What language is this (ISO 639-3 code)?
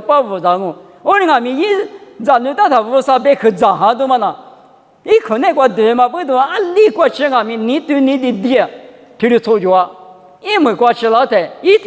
lis